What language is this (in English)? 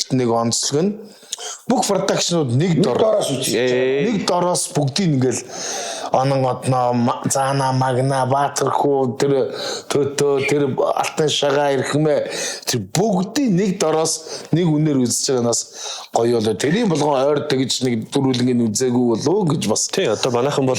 Mongolian